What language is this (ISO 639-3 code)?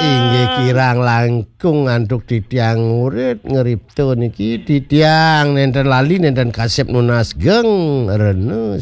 ban